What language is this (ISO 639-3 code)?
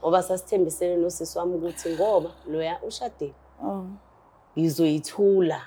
zul